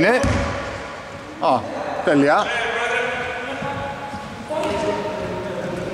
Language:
Greek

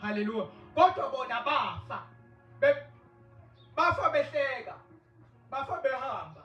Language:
Zulu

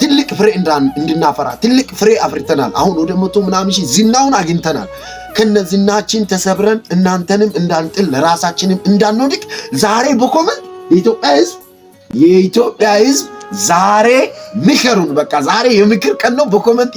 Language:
Amharic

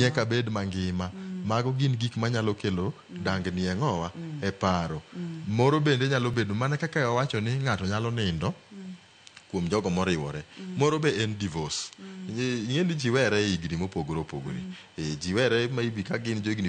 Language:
Luo (Kenya and Tanzania)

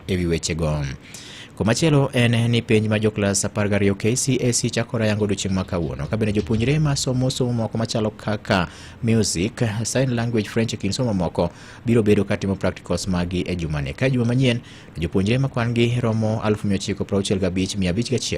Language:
Luo (Kenya and Tanzania)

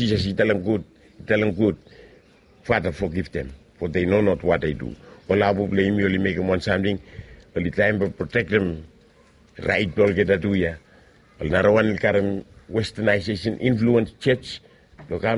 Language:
Bislama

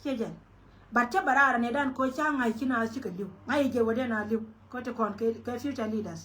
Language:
Nuer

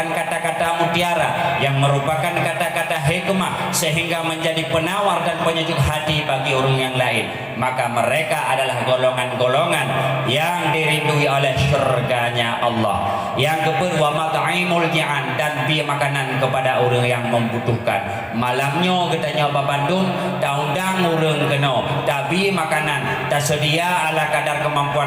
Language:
Achinese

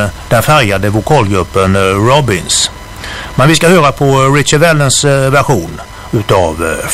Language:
Swedish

